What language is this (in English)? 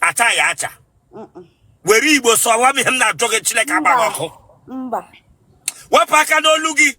Igbo